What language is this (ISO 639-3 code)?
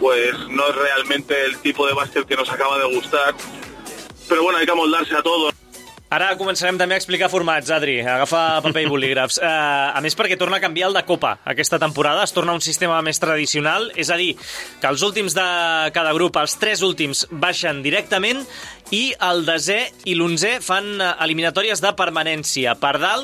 cat